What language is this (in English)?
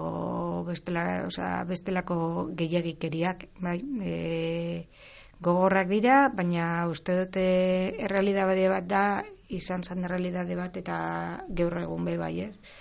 Basque